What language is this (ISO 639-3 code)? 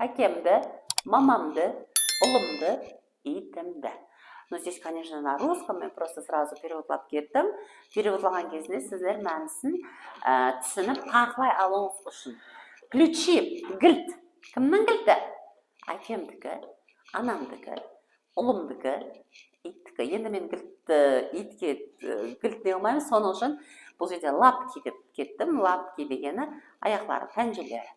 kaa